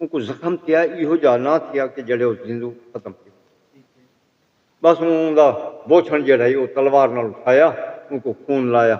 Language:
Saraiki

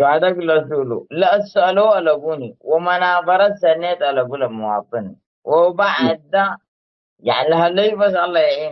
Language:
Tigre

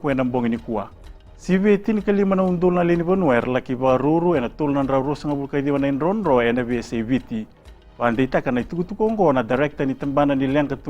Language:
Fijian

